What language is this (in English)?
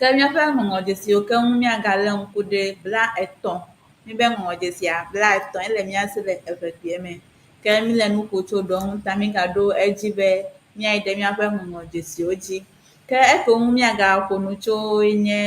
Ewe